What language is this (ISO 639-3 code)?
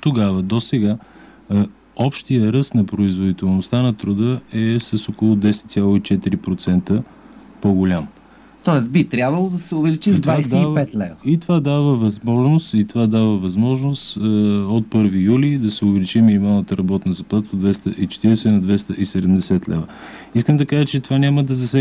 bul